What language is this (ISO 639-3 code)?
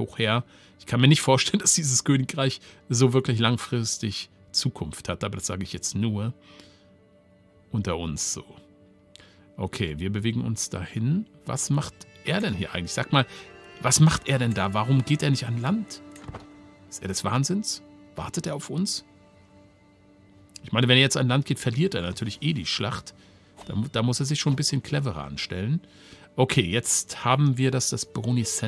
deu